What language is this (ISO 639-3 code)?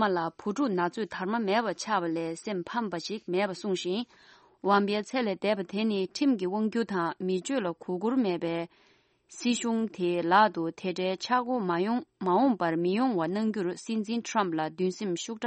bod